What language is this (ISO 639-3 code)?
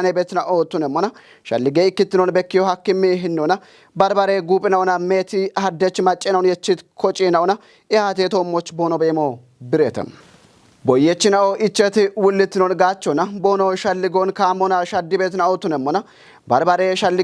kbr